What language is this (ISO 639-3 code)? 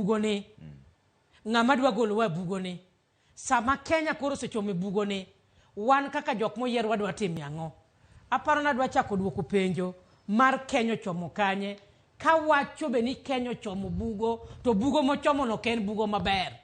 luo